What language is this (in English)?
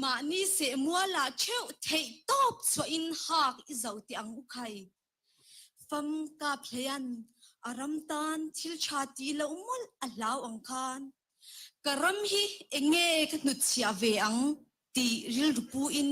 Mizo